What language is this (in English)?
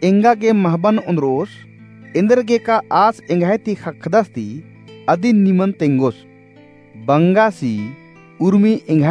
Kurukh